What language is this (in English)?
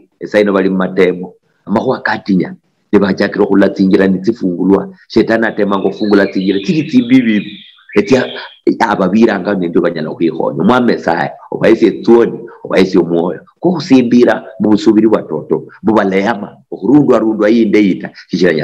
Luyia